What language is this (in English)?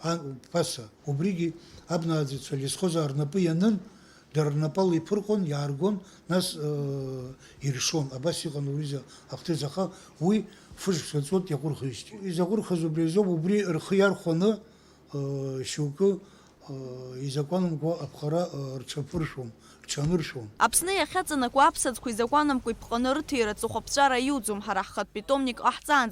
Abkhazian